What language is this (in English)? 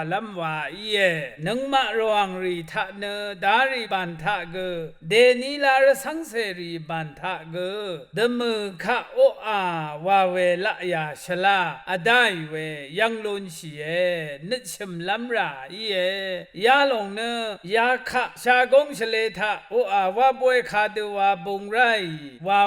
Rawang